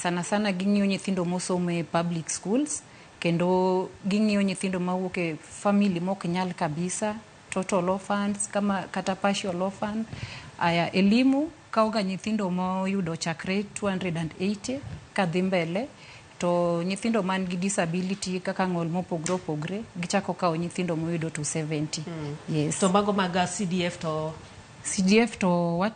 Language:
Luo (Kenya and Tanzania)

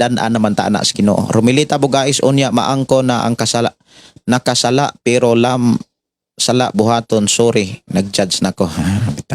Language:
Cebuano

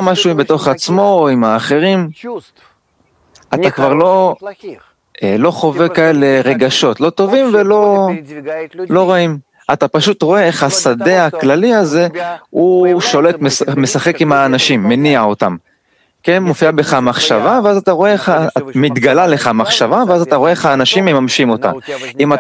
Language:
Hebrew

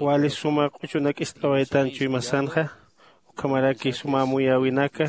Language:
Aymara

